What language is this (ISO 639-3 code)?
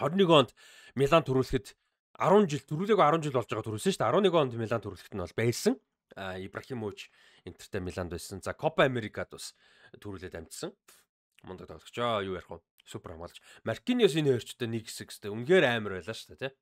mon